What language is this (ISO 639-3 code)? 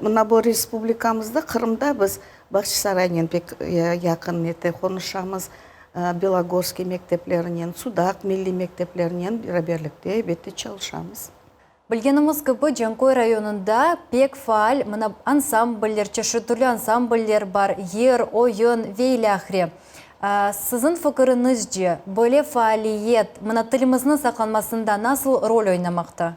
crh